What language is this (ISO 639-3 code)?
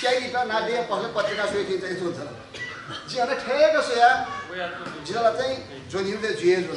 new